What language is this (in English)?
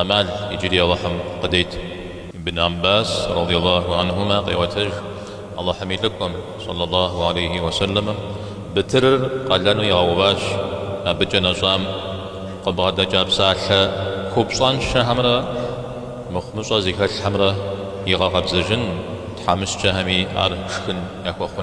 Kabardian